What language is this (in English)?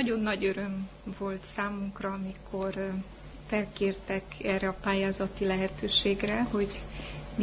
Hungarian